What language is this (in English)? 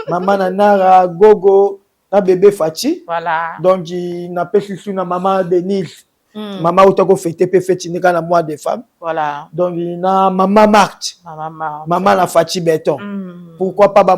Lingala